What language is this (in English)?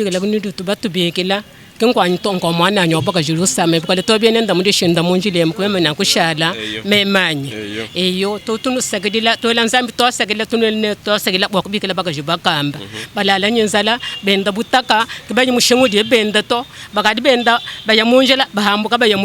Luba-Lulua